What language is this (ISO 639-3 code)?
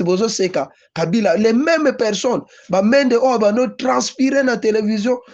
lin